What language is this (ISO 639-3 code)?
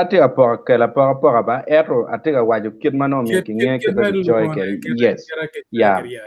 ach